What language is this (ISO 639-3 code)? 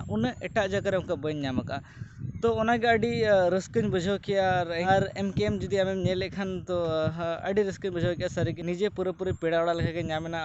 sat